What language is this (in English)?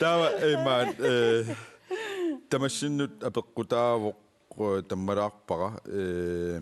Kalaallisut